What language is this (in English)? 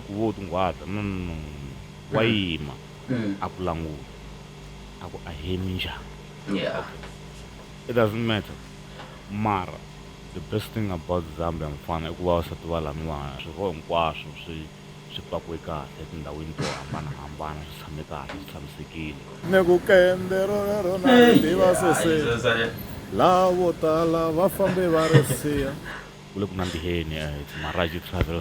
Tsonga